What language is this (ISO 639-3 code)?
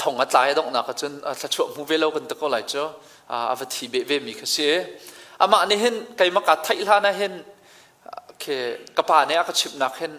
cnh